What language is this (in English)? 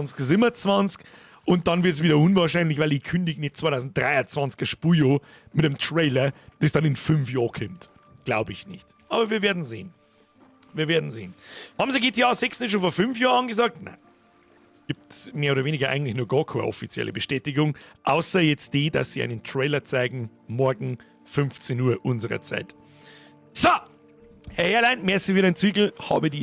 Bavarian